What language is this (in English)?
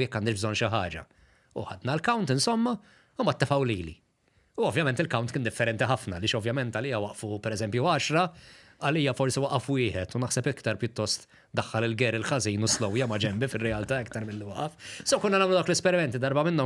Maltese